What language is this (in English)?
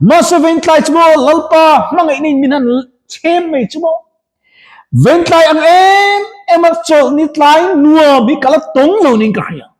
Mizo